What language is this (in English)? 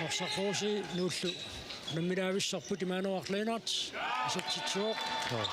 Kalaallisut